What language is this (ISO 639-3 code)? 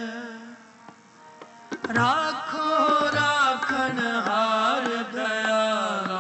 pan